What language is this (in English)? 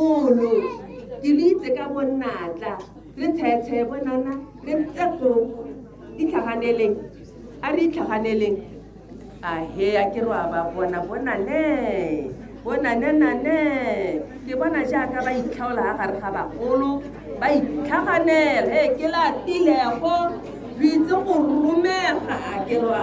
Tswana